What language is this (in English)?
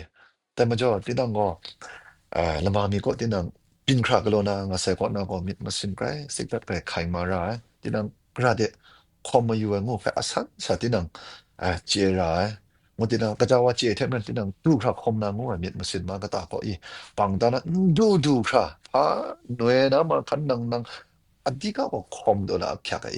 Kachin